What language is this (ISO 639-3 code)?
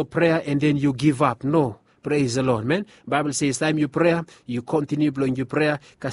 bis